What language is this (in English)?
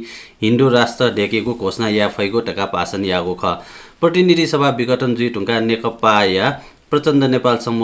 Newari